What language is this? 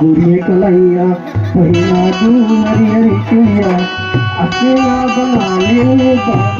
Chhattisgarhi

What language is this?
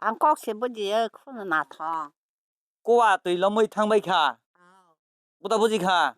Kok Borok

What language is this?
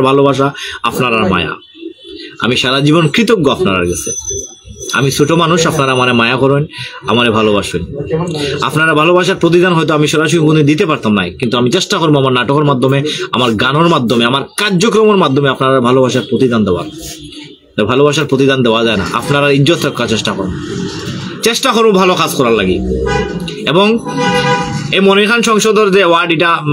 Sylheti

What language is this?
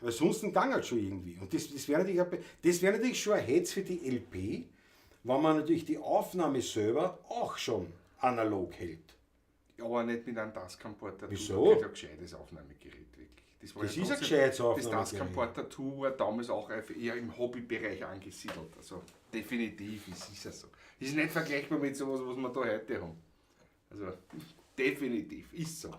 Bavarian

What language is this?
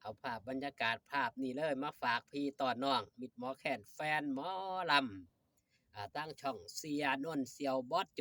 Northeastern Thai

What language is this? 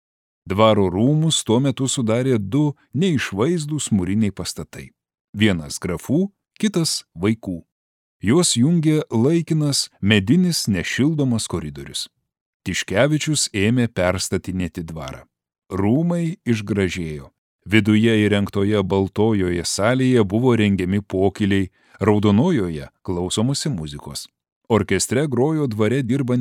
Lithuanian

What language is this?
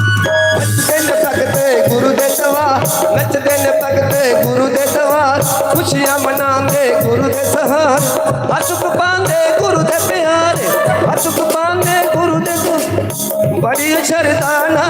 Dogri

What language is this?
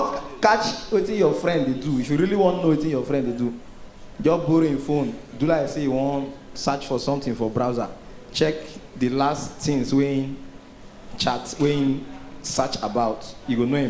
Nigerian Pidgin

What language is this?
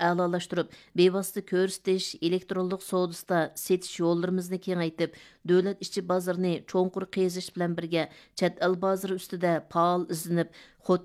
Uyghur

